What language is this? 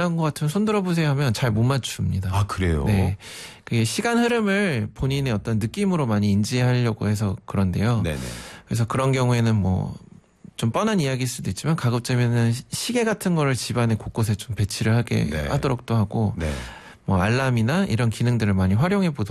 Korean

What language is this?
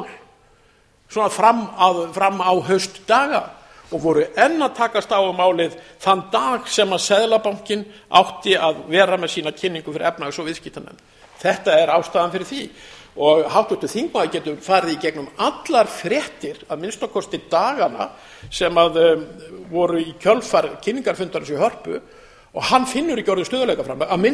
Icelandic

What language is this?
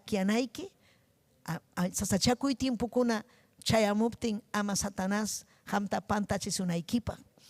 Ayacucho Quechua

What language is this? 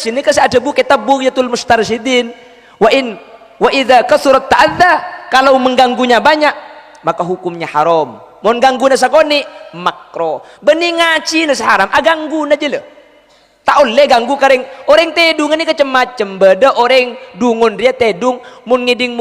Madurese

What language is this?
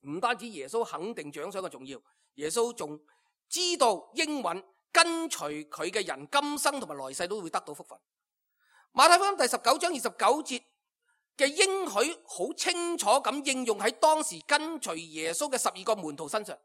Cantonese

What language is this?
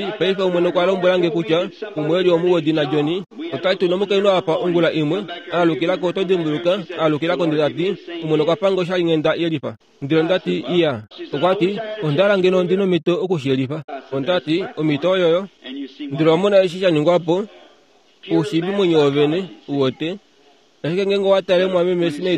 Kuanyama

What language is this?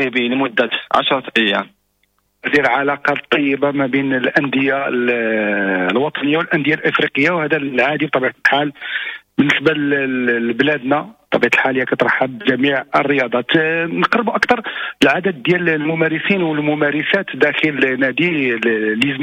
Moroccan Arabic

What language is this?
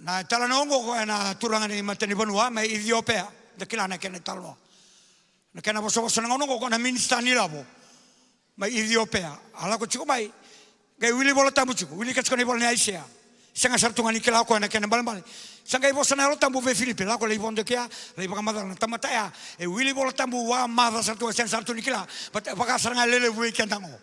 Fijian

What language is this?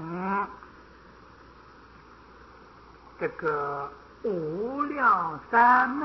Chinese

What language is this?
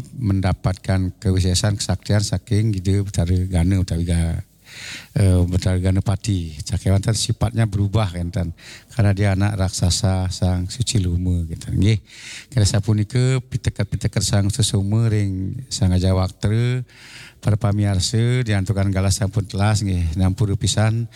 Balinese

